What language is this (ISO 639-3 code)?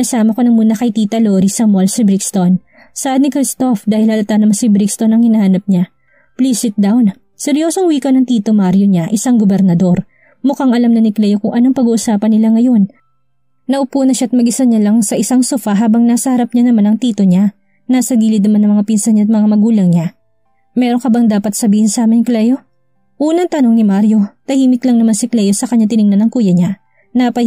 fil